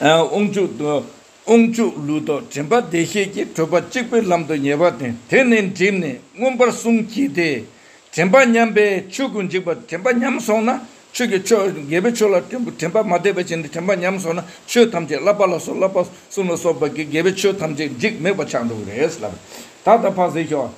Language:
Tibetan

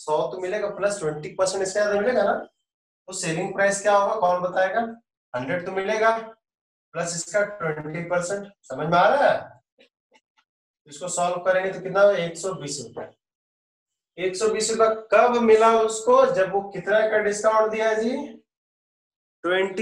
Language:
Hindi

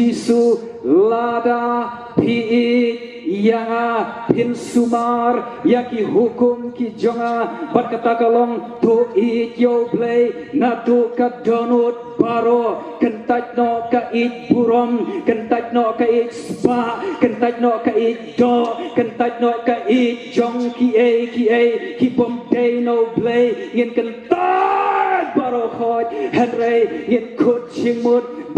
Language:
Khasi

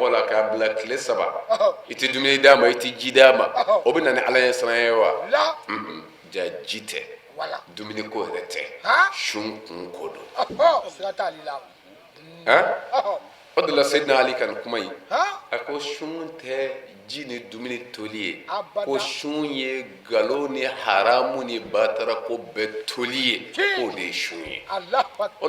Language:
Bambara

